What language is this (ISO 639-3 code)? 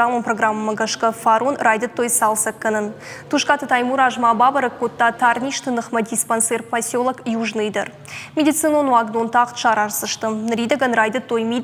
oss